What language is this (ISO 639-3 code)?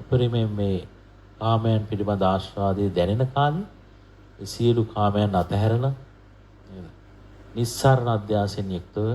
sin